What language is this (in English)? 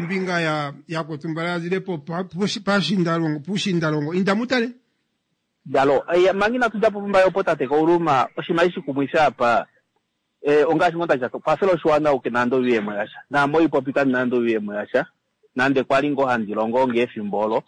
Kuanyama